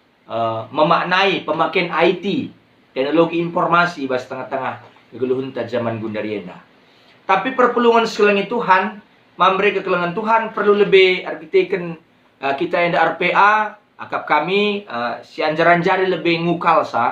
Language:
Batak Karo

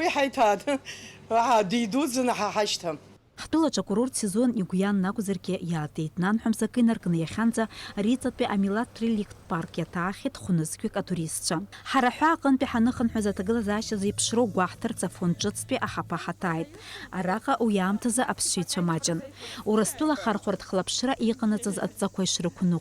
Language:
Abkhazian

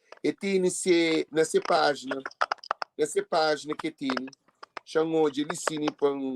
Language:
Kabuverdianu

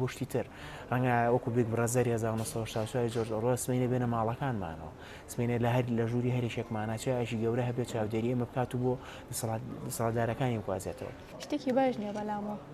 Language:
Central Kurdish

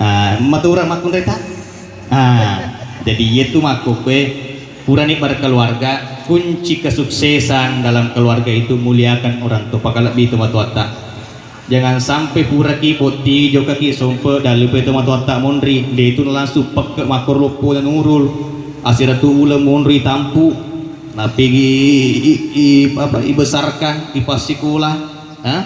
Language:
Buginese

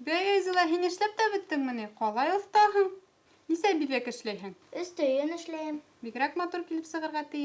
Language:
Bashkir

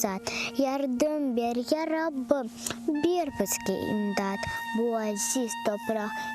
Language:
Crimean Tatar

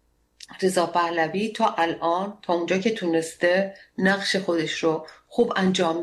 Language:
Persian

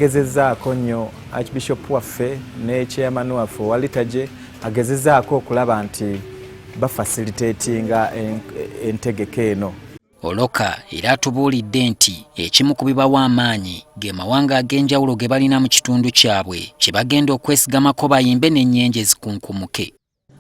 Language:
Ganda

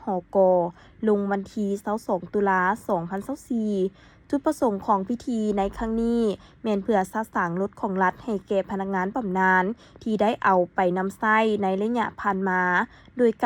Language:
Lao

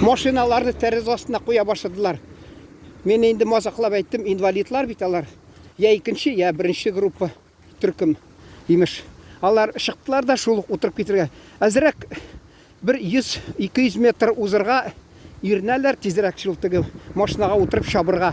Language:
Tatar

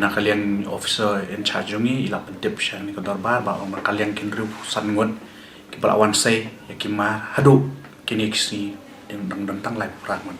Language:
Khasi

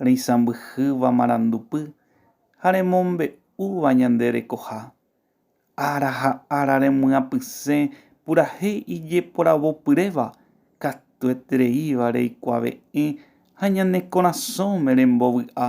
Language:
Guarani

